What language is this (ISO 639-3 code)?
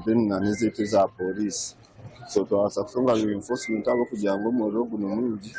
nyn